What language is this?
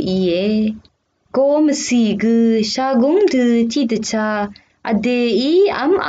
Rawang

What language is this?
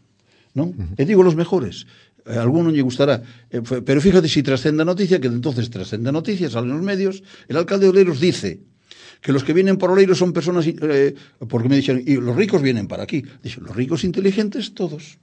Galician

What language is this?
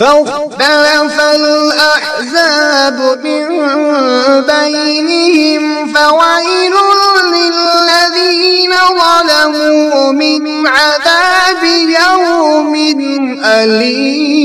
Kashmiri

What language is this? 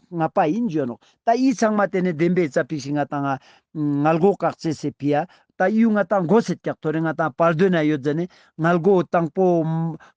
Ladakhi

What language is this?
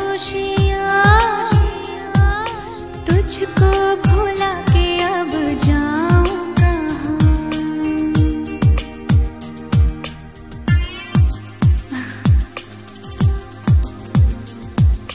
Hindi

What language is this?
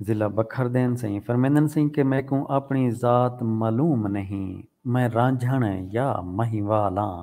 Saraiki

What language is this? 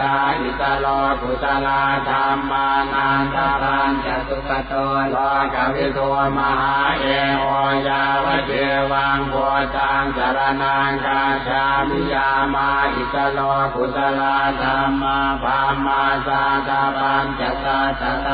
Pali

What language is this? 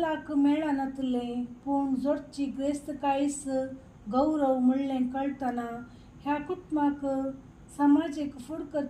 Konkani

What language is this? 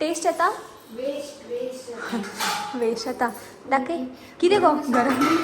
Konkani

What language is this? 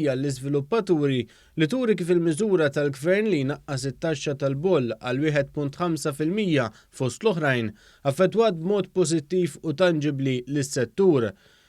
Maltese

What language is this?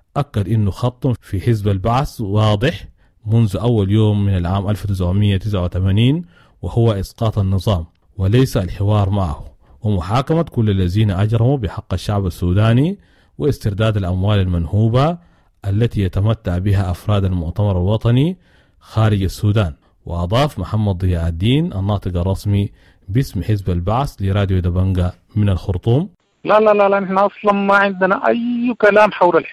Sudanese Arabic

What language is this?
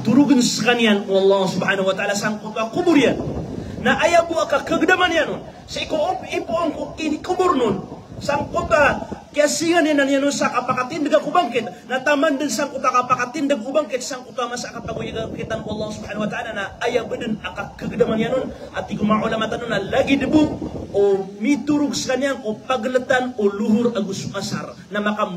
Maranao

